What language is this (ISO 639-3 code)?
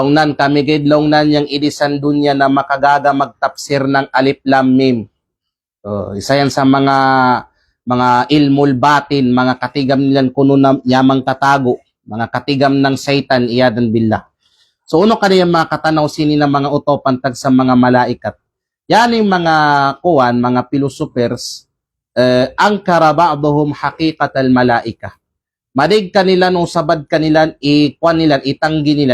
kqe